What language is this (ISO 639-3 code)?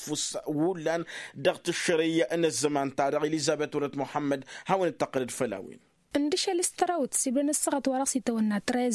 taq